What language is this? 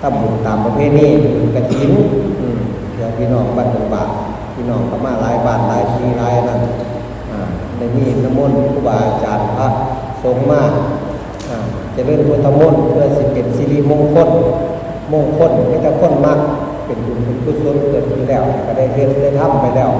Northeastern Thai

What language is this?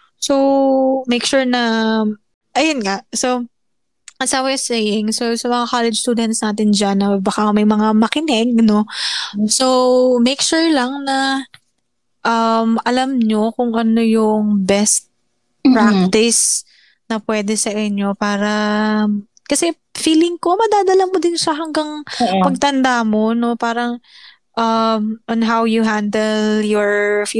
Filipino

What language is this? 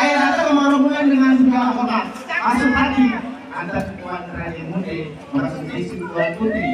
Betawi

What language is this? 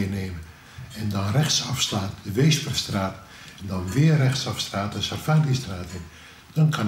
Dutch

